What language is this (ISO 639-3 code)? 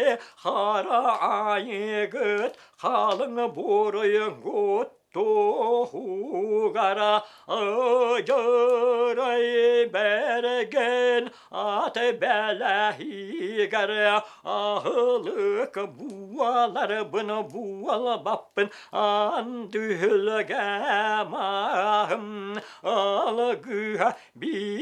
sah